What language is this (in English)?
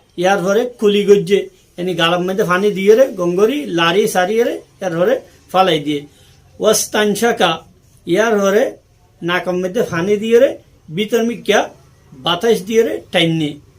Rohingya